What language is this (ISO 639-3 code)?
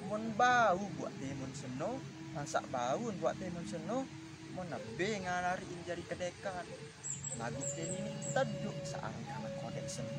sas